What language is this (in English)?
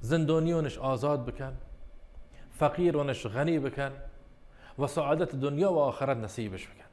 Baluchi